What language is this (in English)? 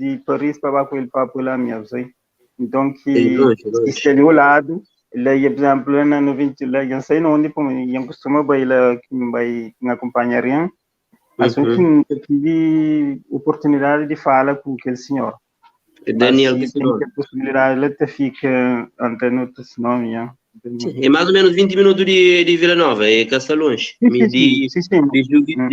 Kabuverdianu